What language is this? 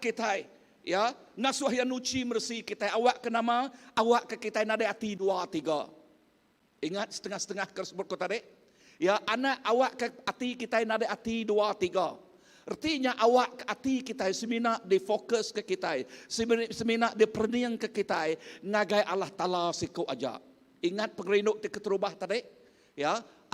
Iban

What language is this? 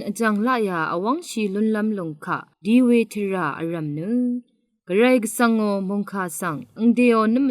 Rawang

